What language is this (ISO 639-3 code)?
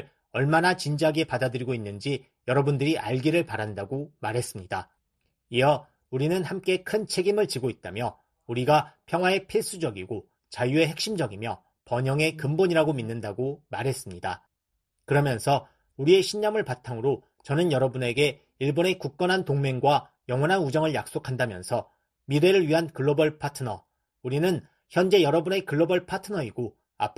kor